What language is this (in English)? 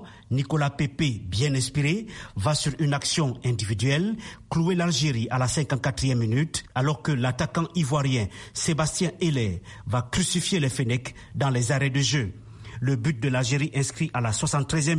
French